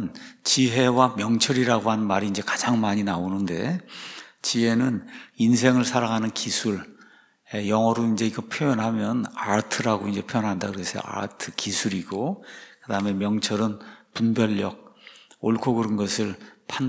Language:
Korean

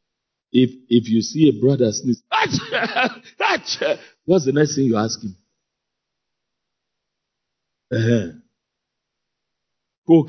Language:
English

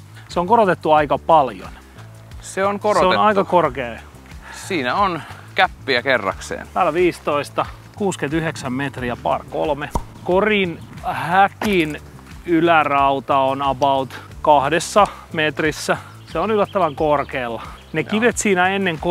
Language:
Finnish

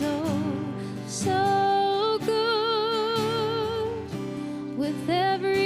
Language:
Māori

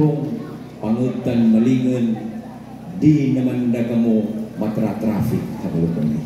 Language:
Waray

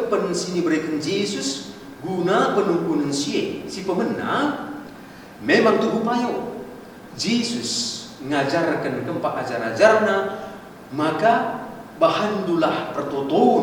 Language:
Batak Karo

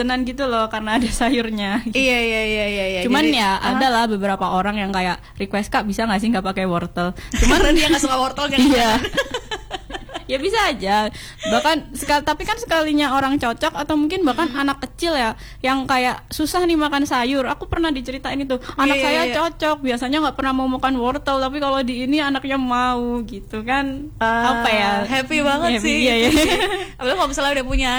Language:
Indonesian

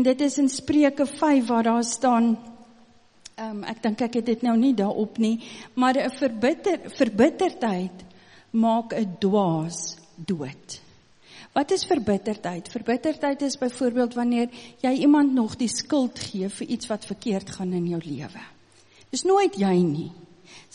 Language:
Afrikaans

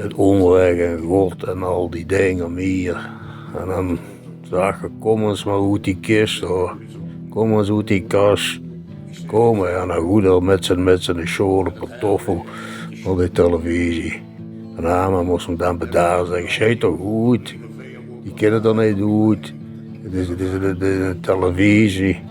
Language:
Limburgish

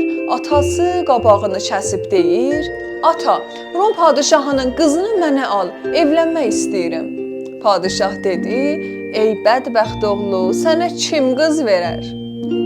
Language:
South Azerbaijani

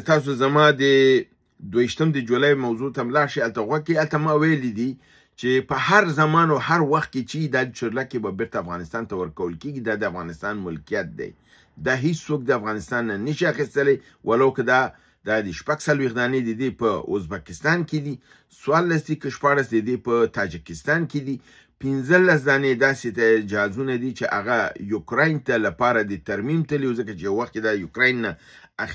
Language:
Pashto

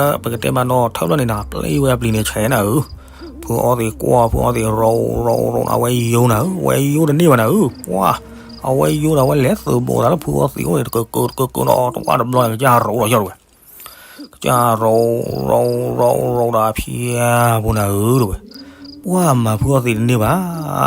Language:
S'gaw Karen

